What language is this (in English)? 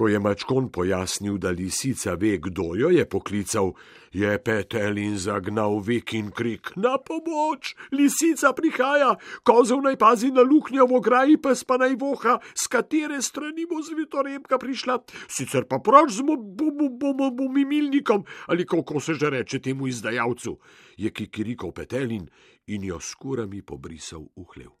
Slovenian